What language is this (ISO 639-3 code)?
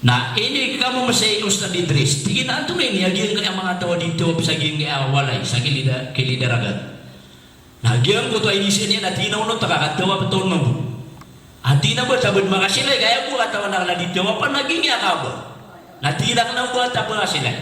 mrw